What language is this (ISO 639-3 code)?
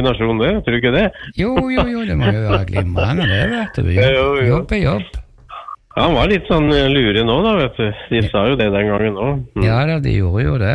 nor